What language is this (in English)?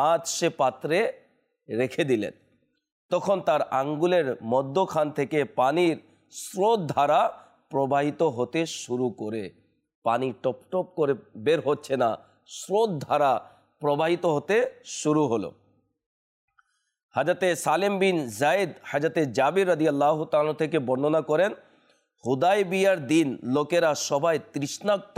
Bangla